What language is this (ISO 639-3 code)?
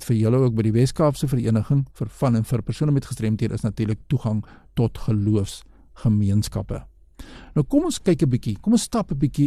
afr